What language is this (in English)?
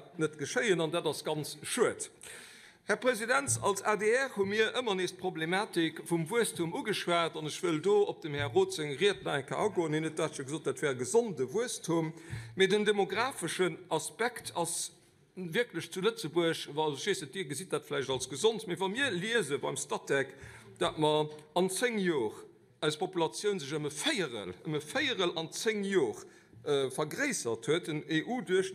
Luxembourgish